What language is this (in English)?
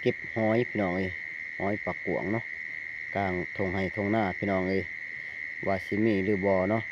Northeastern Thai